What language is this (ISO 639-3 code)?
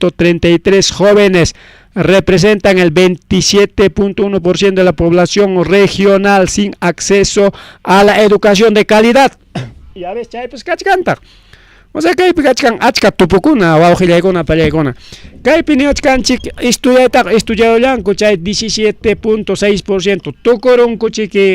quy